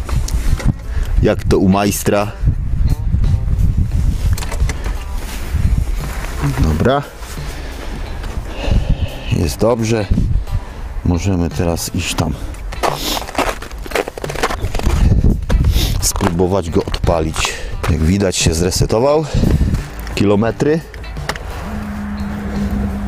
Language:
Polish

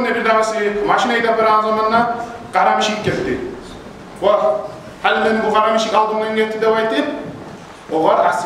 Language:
Kumyk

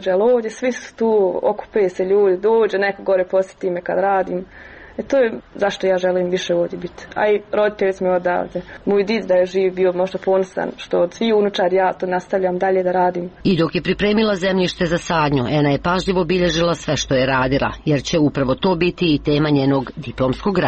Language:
Croatian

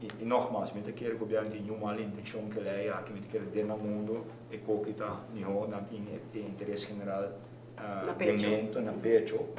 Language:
Papiamento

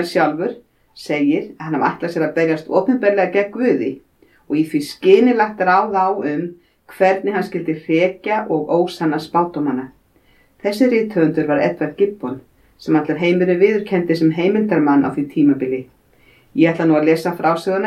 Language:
Icelandic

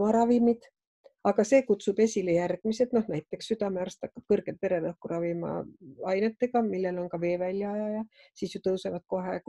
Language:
Estonian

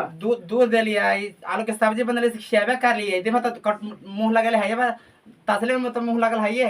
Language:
Magahi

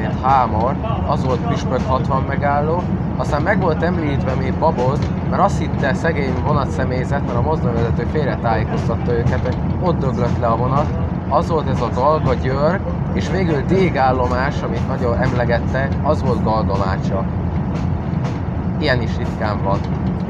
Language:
Hungarian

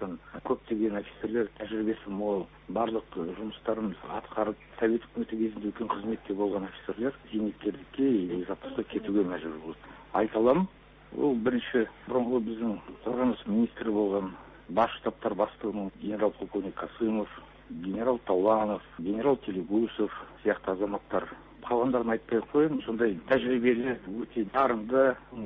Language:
Kazakh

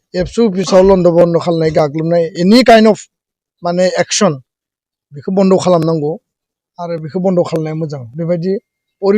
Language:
Bodo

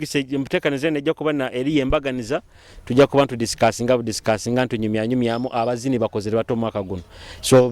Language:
Nyoro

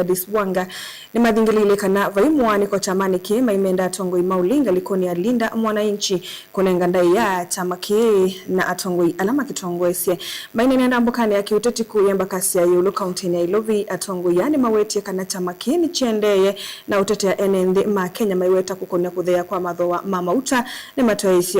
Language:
Kamba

